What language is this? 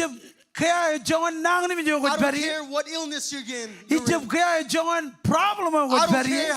Marshallese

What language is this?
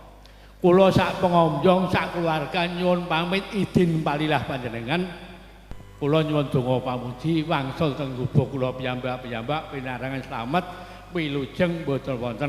Javanese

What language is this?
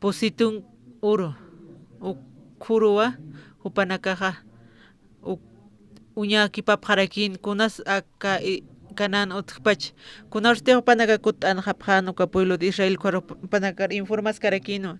Aymara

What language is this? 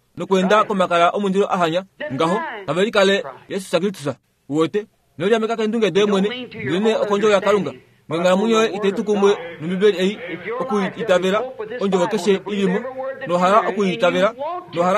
Kuanyama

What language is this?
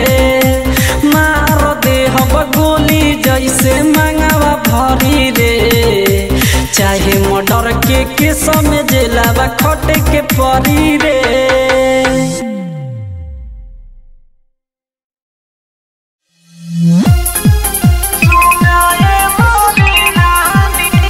Bhojpuri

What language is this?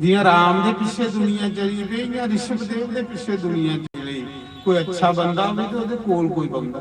Dogri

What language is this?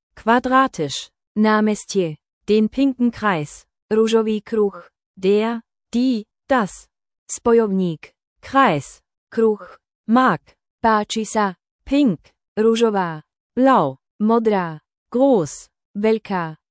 Slovak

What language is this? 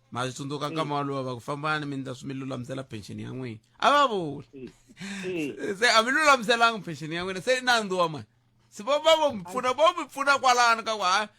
Tsonga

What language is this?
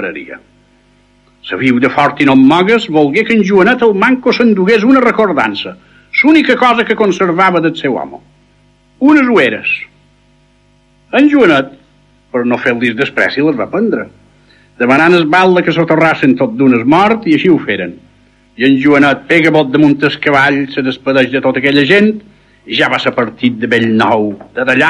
Catalan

